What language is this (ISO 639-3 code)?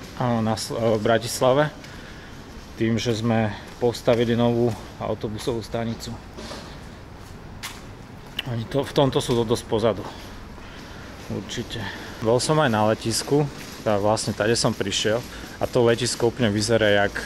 slk